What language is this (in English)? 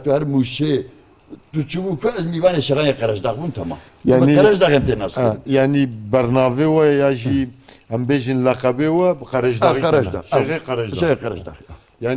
Kurdish